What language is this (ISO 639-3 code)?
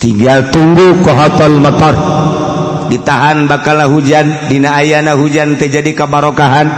sun